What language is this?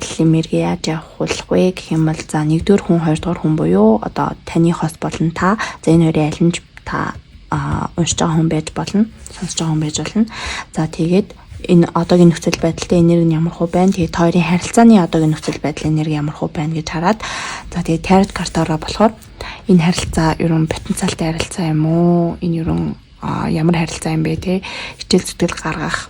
Mongolian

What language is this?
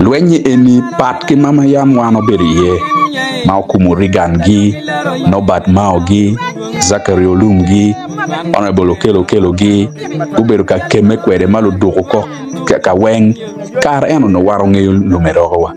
Acoli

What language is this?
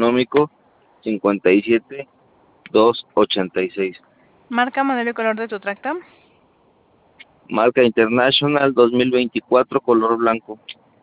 Spanish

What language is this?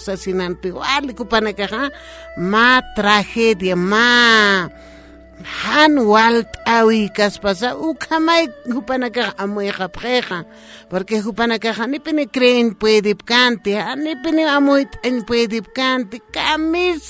Aymara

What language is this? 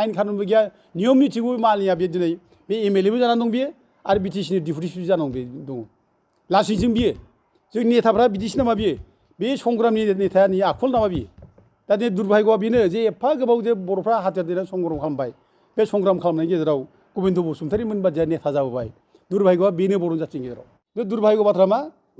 Bodo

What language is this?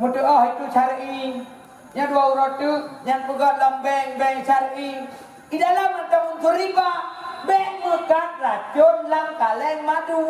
Achinese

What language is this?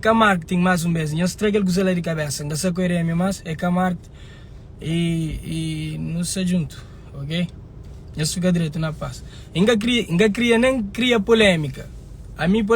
Kabuverdianu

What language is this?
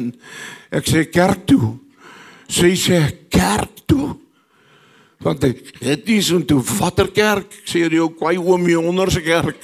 Afrikaans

